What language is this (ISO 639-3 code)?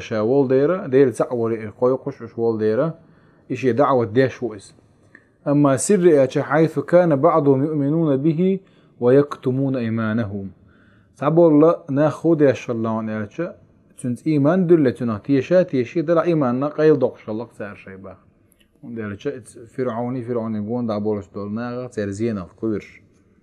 che